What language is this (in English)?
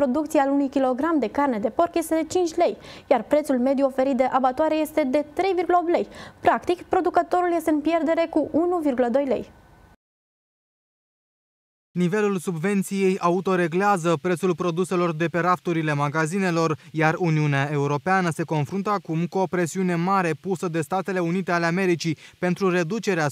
Romanian